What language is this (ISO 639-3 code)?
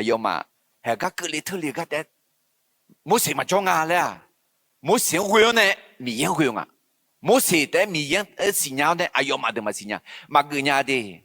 ahk